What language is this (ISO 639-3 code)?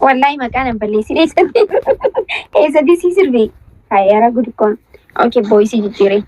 orm